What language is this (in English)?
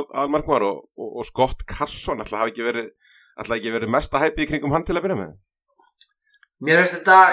Icelandic